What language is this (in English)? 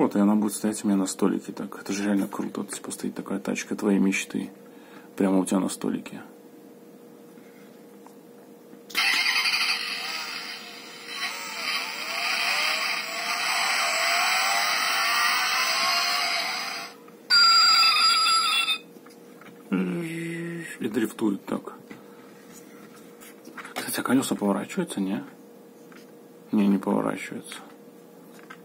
Russian